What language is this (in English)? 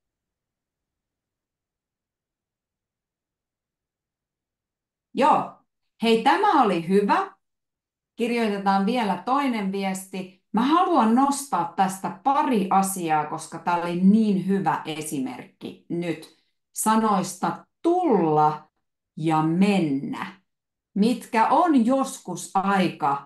Finnish